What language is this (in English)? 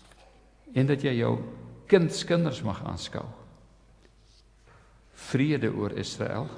Afrikaans